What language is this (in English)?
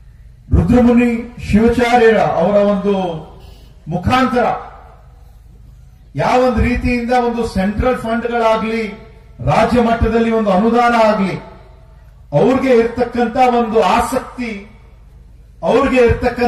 Kannada